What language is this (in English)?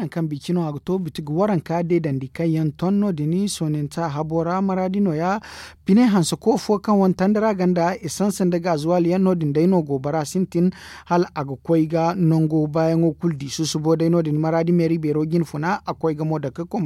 Zarma